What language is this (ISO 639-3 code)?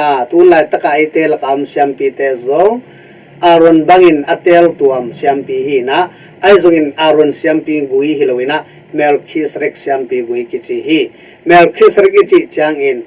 ctd